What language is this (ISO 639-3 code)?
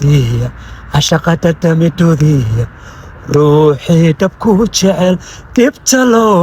som